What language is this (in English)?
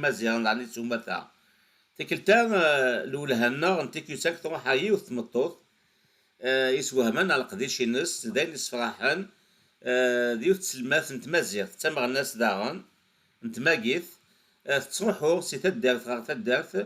Kabyle